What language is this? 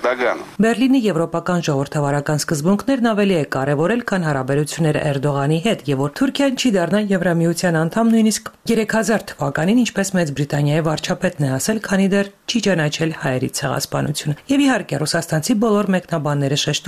Armenian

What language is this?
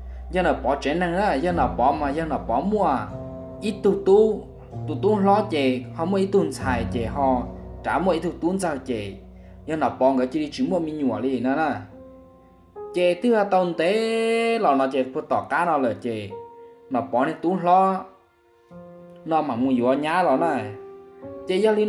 Vietnamese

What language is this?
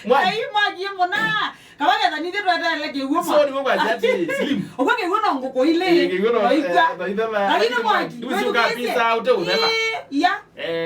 Kamba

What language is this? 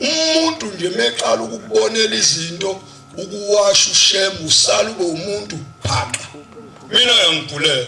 Zulu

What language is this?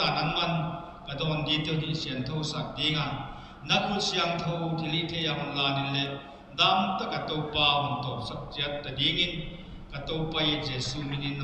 Paite Chin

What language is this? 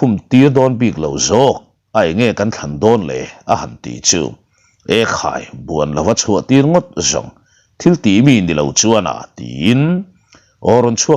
Mizo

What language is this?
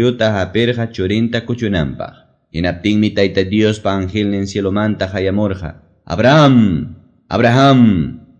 Quechua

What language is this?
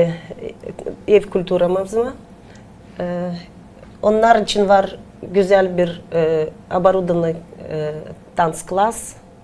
Gagauz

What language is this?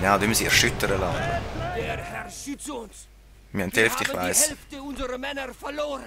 Swiss German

